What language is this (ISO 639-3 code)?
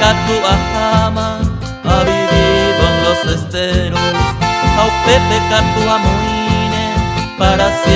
grn